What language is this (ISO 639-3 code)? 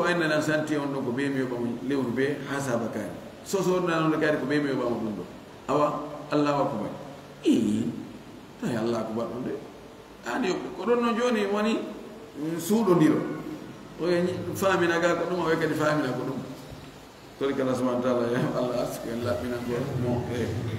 ful